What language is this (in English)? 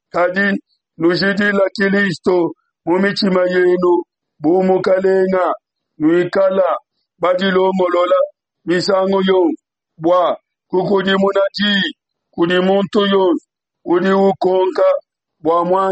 Luba-Lulua